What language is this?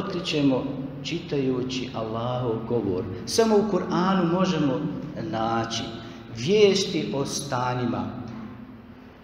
Bosnian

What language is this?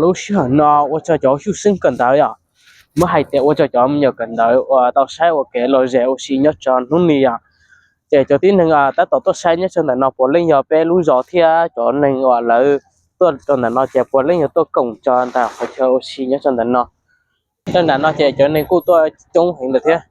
Hmong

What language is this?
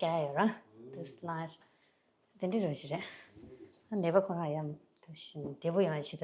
Tibetan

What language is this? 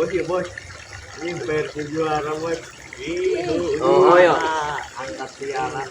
Sundanese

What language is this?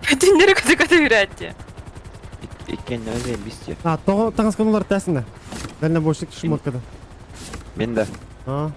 Yakut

